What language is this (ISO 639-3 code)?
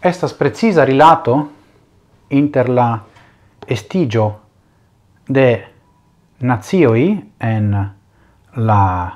epo